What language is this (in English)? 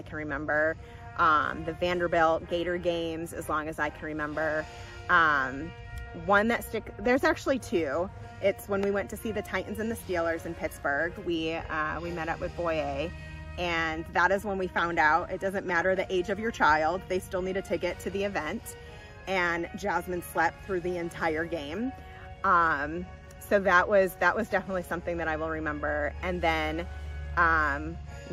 English